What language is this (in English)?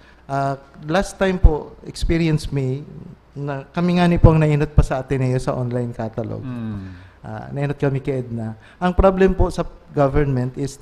Bikol